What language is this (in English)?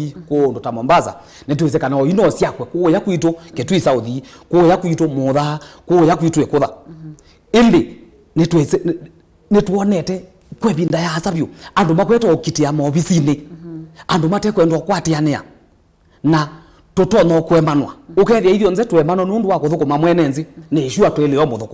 Kamba